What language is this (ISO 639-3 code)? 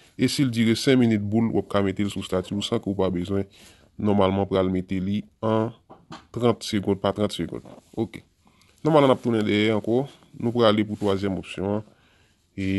hat